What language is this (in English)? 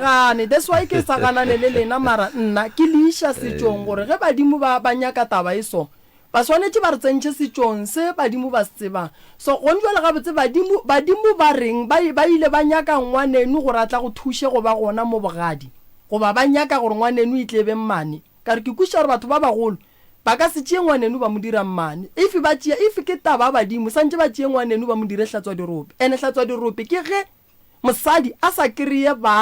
Northern Sotho